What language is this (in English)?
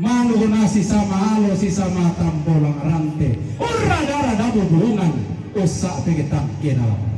Toraja-Sa'dan